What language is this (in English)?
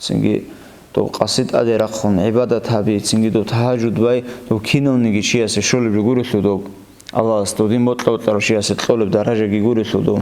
Avaric